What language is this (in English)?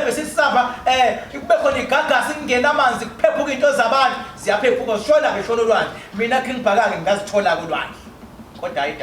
Zulu